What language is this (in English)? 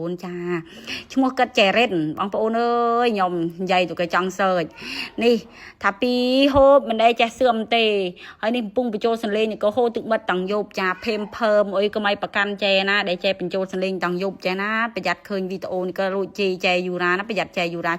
Khmer